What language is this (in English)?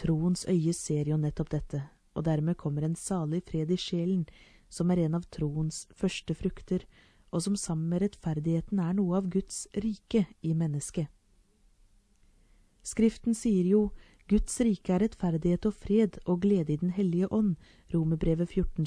Norwegian